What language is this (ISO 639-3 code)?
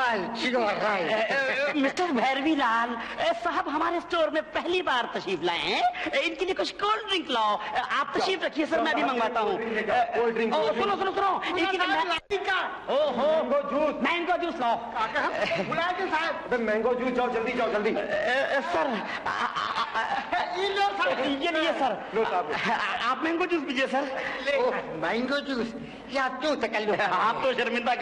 hin